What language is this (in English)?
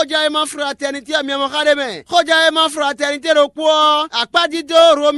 Fon